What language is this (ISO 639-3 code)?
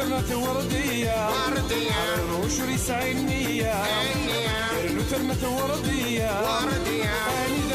kab